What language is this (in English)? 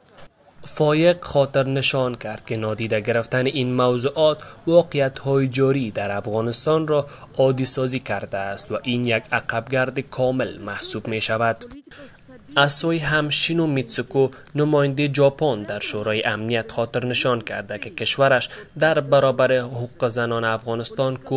Persian